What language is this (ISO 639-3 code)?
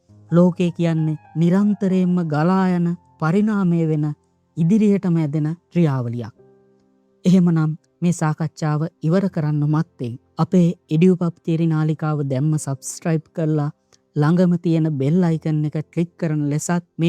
sin